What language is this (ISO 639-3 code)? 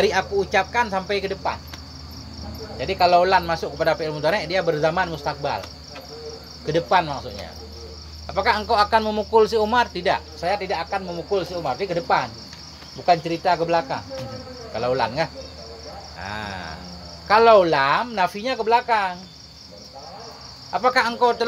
ind